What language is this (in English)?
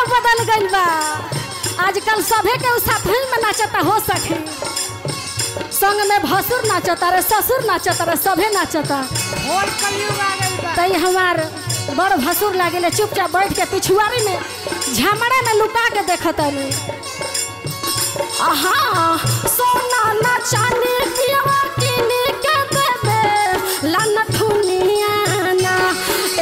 Bhojpuri